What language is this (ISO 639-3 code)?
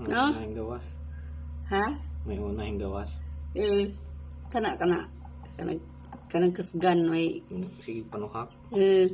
ceb